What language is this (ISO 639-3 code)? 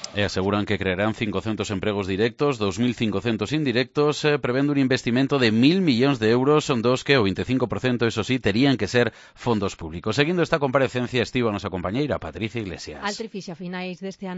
glg